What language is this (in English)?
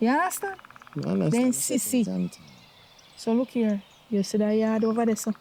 Jamaican Creole English